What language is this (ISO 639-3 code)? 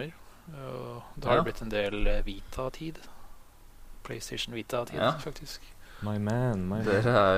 nor